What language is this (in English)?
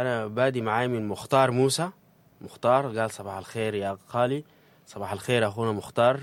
Sudanese Arabic